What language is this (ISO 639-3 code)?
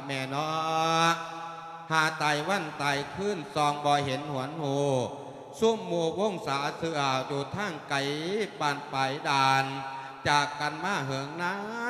lao